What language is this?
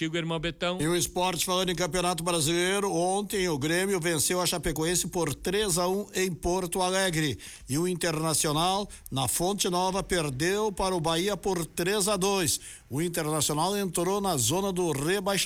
Portuguese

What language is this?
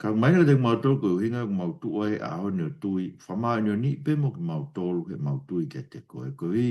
Tongan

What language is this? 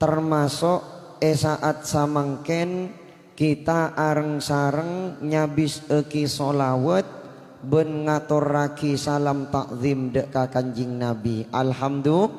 Madurese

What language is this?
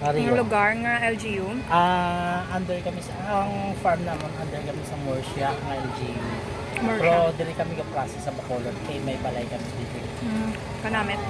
Hiligaynon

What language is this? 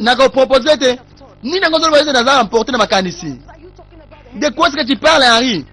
Lingala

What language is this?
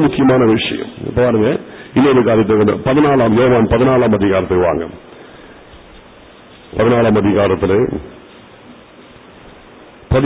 Tamil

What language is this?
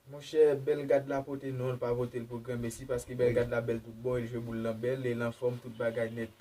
Haitian Creole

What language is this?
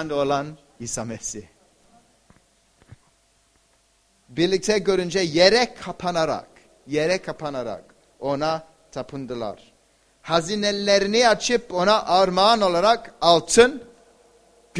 Turkish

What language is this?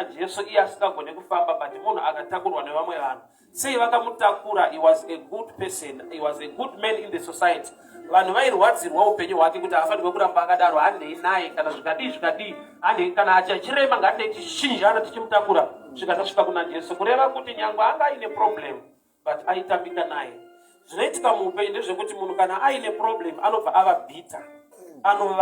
Shona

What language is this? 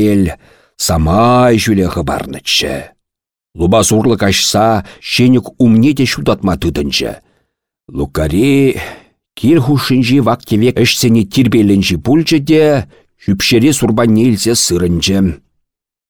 Chuvash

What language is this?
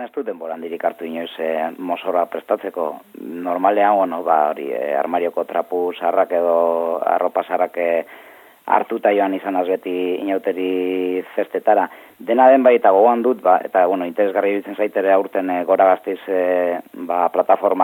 Basque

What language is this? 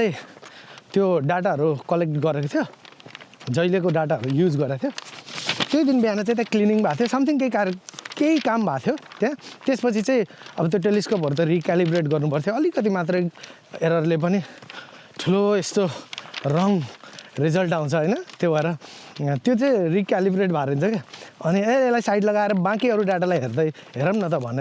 Nepali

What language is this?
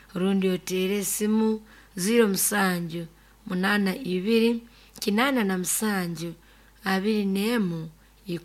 Nyoro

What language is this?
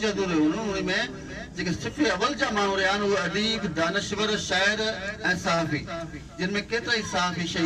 Sindhi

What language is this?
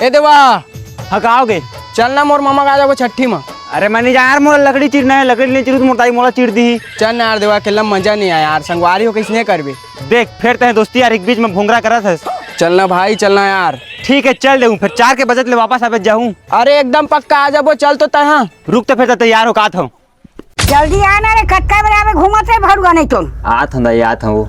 Chhattisgarhi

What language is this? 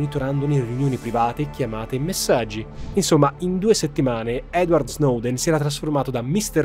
Italian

